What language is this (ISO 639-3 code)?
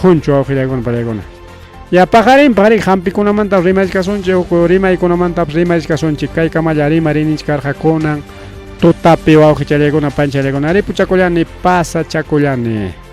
quy